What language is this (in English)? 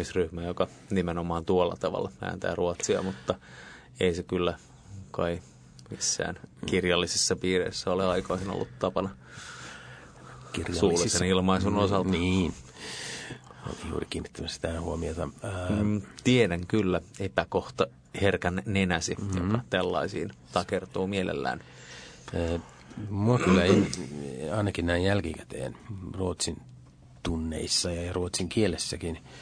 Finnish